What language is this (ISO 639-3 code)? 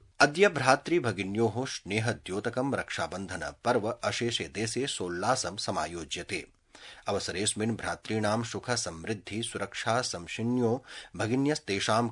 san